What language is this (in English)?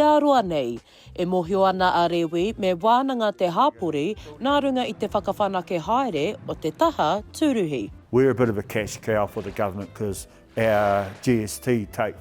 Māori